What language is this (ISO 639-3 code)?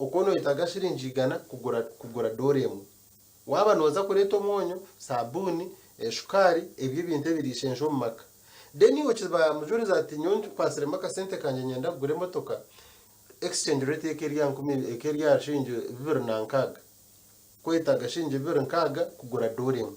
nyn